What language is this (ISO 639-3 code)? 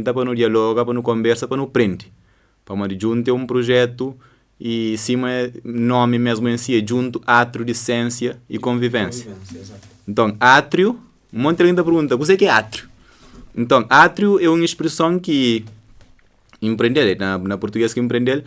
kea